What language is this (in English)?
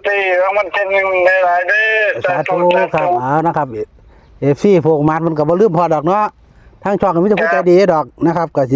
Northeastern Thai